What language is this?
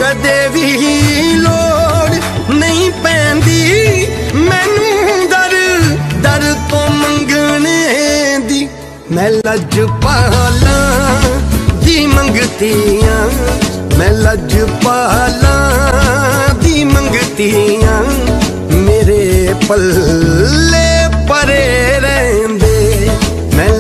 Punjabi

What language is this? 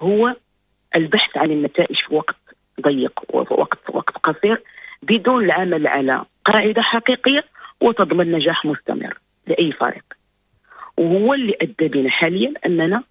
Moroccan Arabic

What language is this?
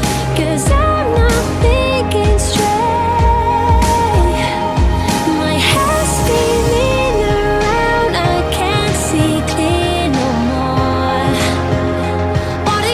English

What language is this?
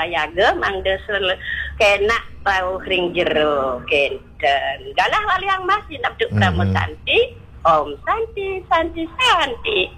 Balinese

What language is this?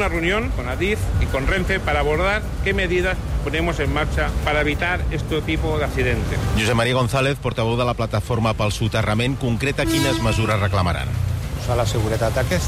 Catalan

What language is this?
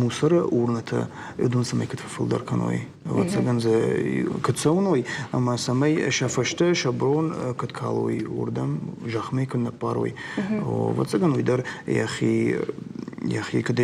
Ossetic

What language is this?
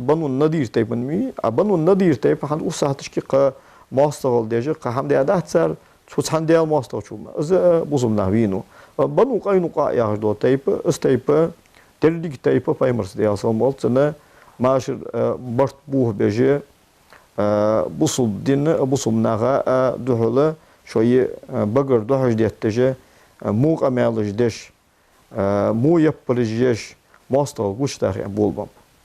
Ingush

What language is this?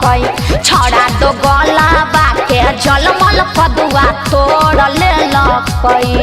Magahi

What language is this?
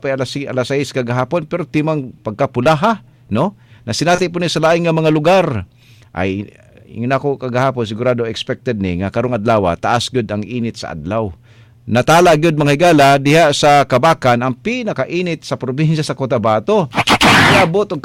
Cebuano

